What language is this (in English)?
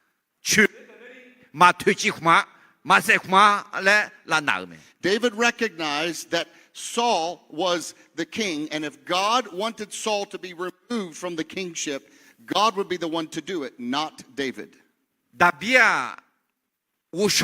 Akha